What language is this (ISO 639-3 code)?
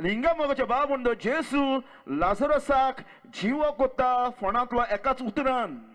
kok